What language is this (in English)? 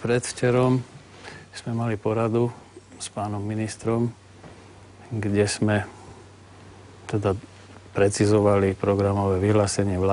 Slovak